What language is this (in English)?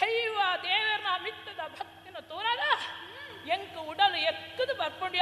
Tulu